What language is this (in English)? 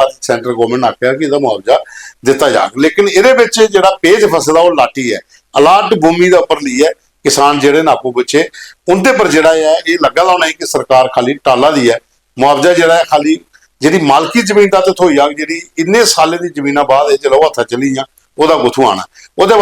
Dogri